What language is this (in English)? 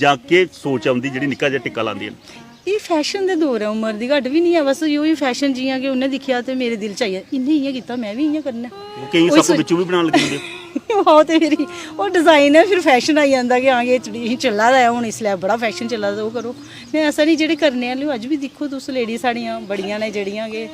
Dogri